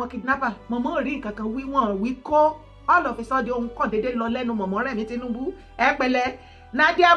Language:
Yoruba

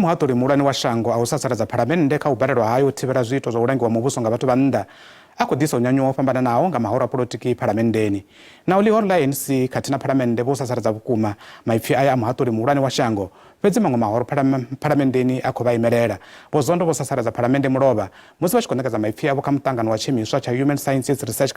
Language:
Venda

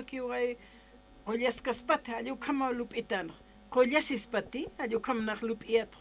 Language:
Aymara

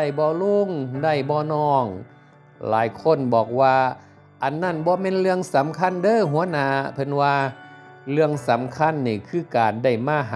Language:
Northeastern Thai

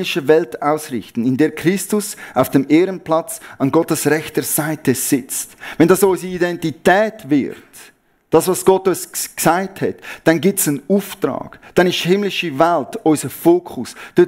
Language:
Swiss German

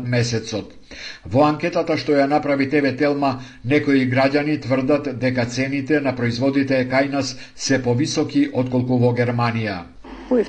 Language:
Macedonian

